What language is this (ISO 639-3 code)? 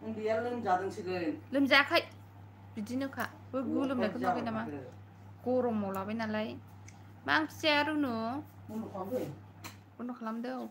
brx